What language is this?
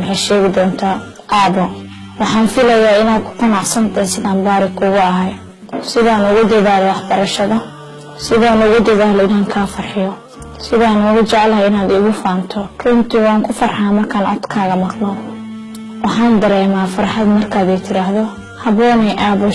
Somali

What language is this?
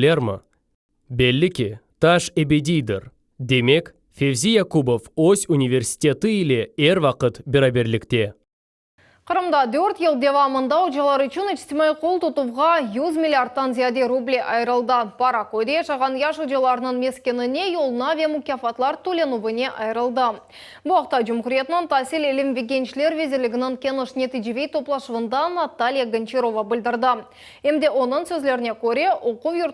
Crimean Tatar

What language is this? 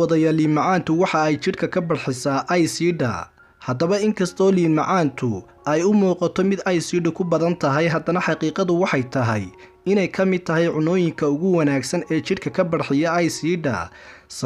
Somali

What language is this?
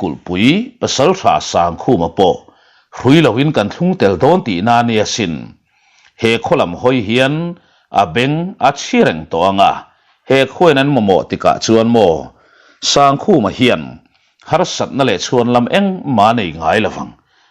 Mizo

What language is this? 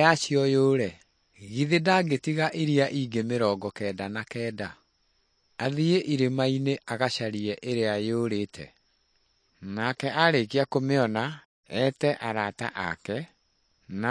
Kikuyu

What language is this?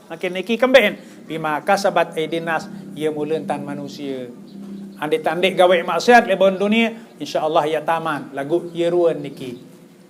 Sasak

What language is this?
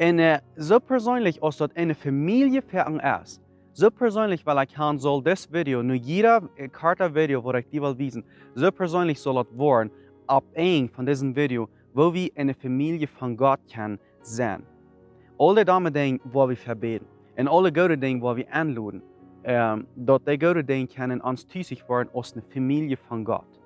Plautdietsch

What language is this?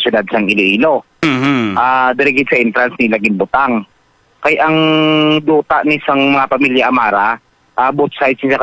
Hiligaynon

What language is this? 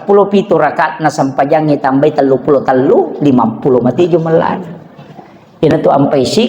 Buginese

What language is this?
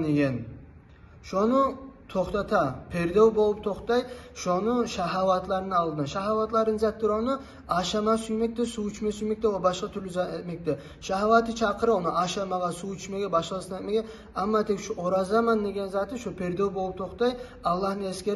Kumyk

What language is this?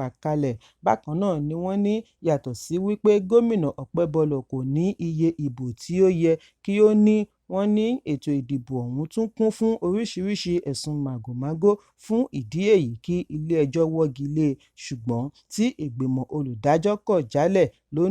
Yoruba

